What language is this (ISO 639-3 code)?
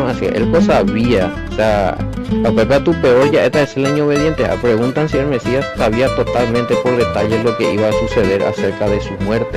grn